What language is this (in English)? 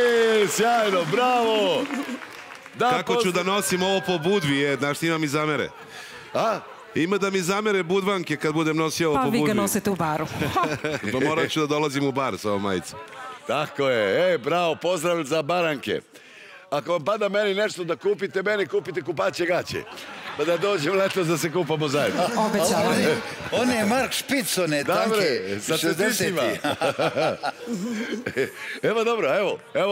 Serbian